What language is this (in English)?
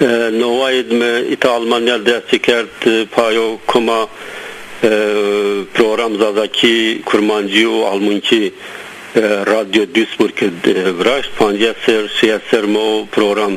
Zaza